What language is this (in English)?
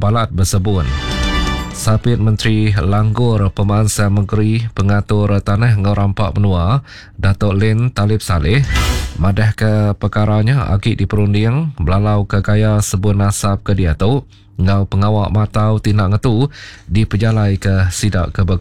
Iban